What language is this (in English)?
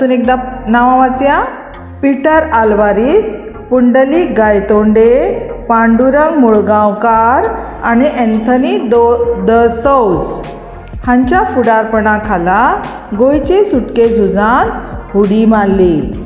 Konkani